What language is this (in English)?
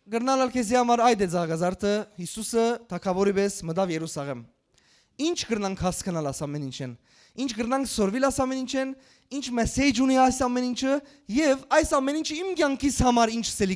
Western Armenian